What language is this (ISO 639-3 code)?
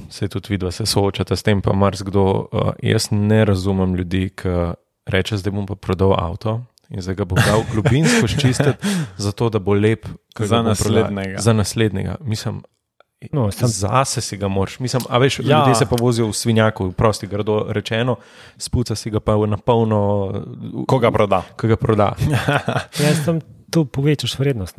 slv